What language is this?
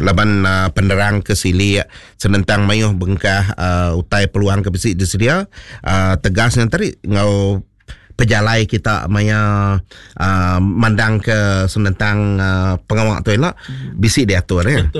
Iban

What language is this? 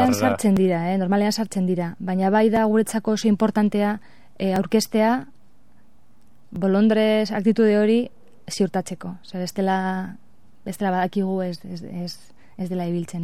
Basque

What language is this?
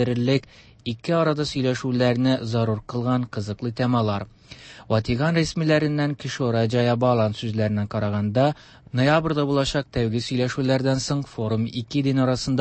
Tatar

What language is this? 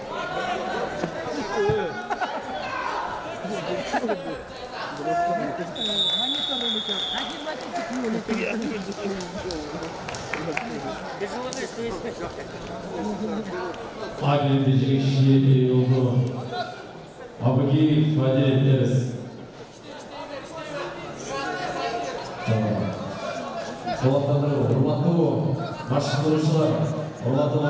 Kazakh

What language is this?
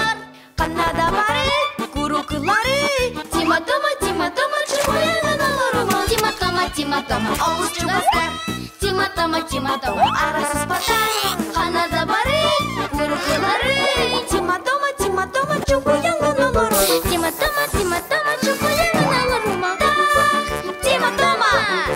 Yakut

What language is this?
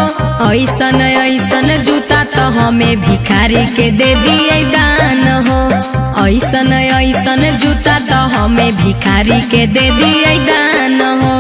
Magahi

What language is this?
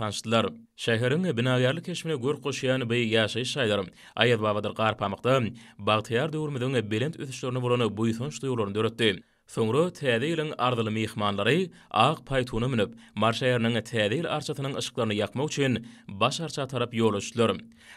Turkmen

